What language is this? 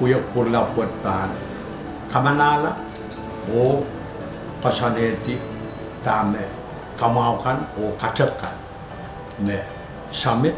Pohnpeian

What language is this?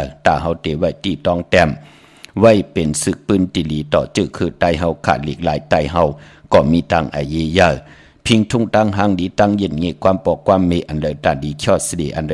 Shan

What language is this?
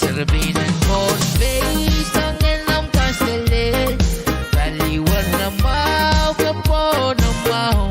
Pohnpeian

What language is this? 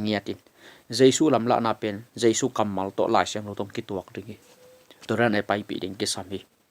Tedim Chin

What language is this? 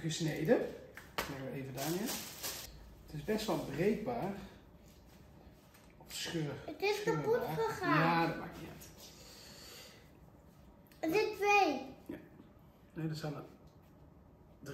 Dutch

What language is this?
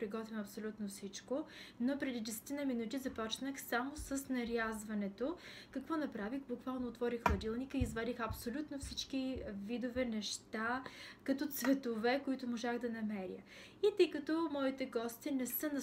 Bulgarian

